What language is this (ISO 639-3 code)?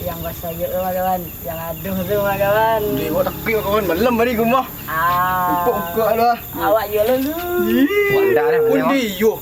min